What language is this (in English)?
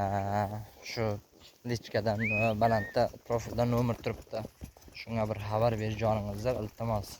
Uzbek